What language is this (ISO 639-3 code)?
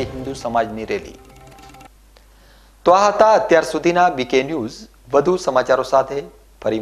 guj